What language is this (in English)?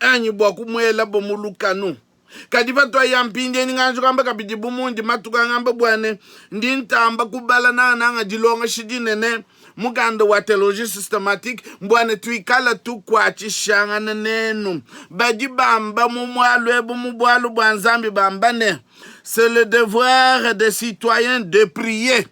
Luba-Lulua